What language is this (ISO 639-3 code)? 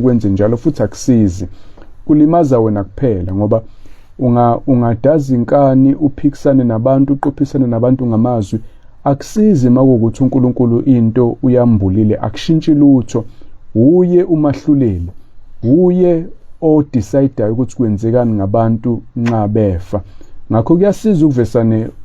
zul